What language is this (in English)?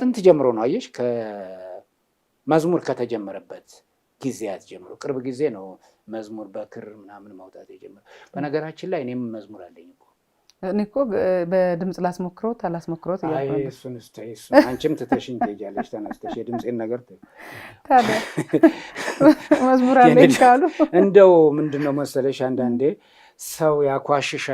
Amharic